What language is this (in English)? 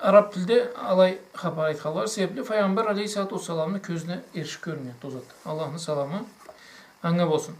Karachay-Balkar